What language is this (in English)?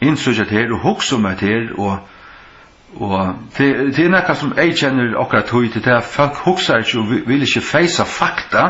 Faroese